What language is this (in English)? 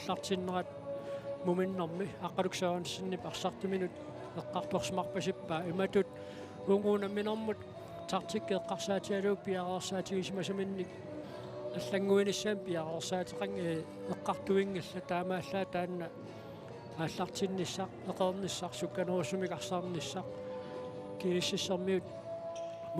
Kalaallisut